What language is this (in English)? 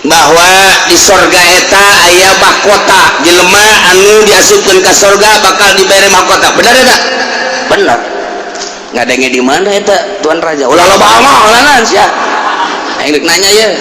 Sundanese